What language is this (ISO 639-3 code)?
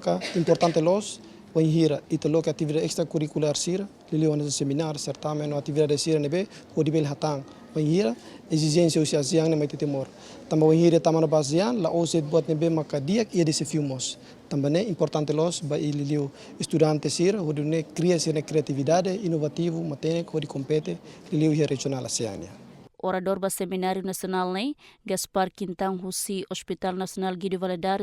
tet